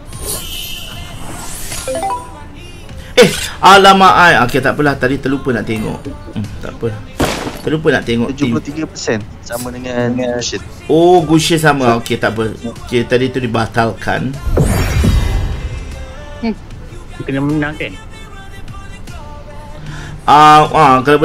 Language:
Malay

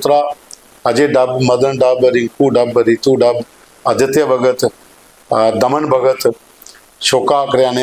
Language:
Dogri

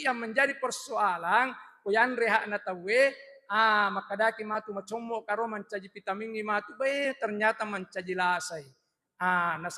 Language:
Buginese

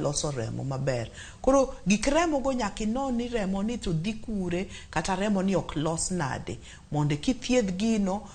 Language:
Luo (Kenya and Tanzania)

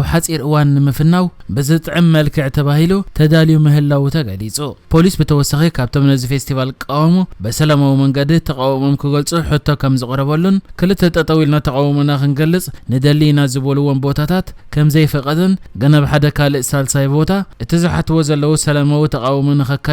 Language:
Tigrinya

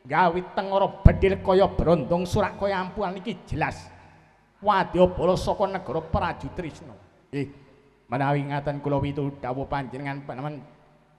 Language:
Javanese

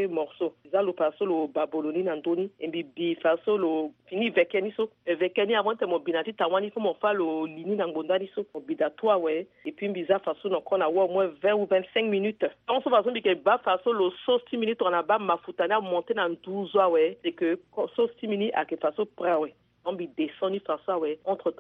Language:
Sango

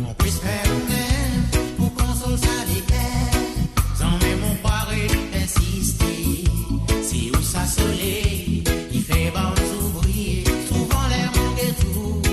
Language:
Morisyen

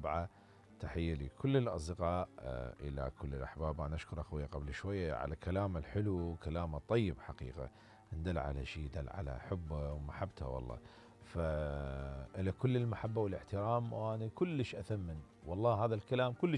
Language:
Mesopotamian Arabic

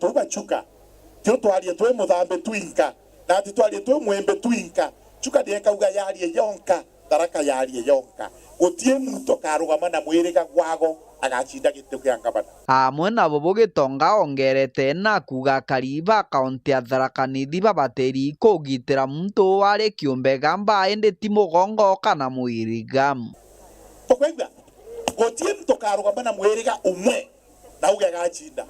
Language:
Meru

